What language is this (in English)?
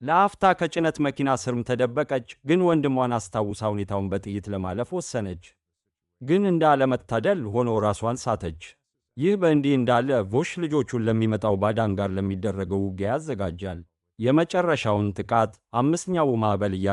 Amharic